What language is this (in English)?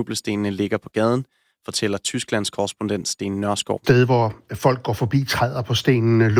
Danish